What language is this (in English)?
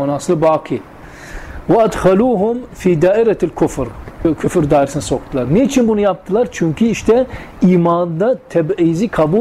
Turkish